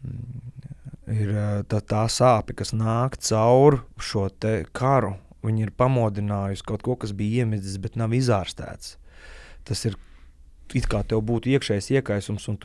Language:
Latvian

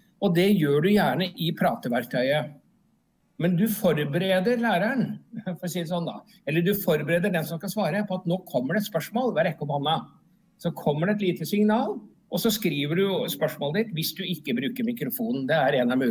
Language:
Norwegian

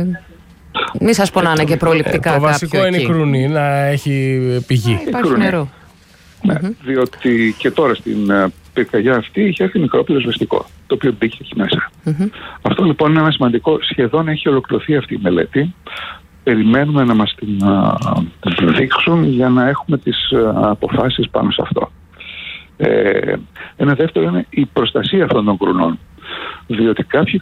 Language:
Greek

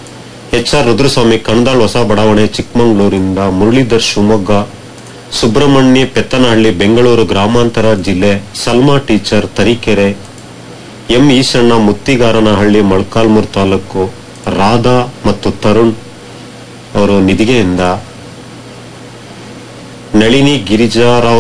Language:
Kannada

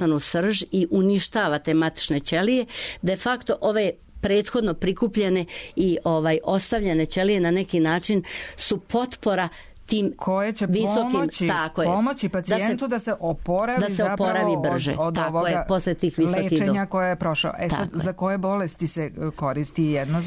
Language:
Serbian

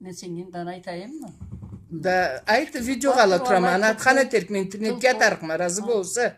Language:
Karachay-Balkar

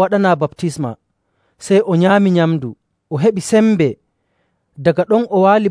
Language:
Nigerian Fulfulde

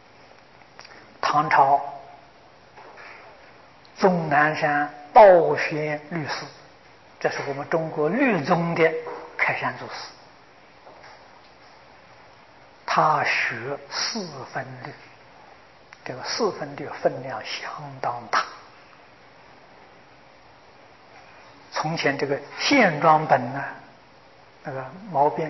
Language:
Chinese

